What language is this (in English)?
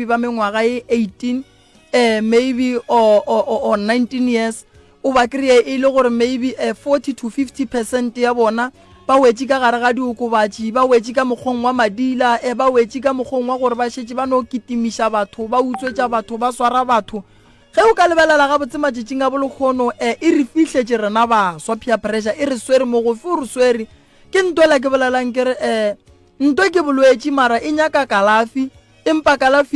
Northern Sotho